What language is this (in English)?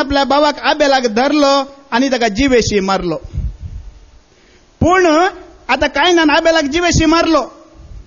Konkani